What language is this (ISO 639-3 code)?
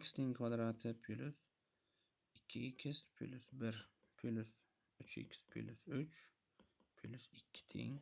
uzb